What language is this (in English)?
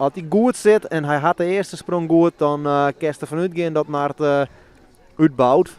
Western Frisian